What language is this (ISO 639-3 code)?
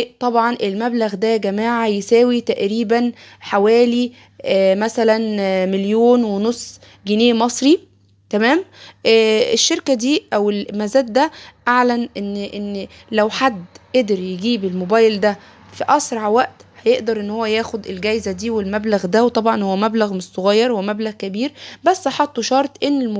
arz